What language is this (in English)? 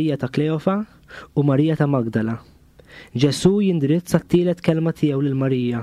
Maltese